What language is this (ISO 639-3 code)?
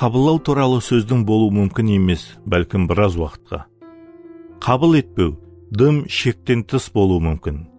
kaa